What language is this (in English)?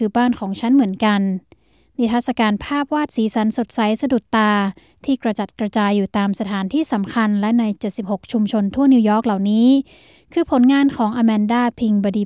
Thai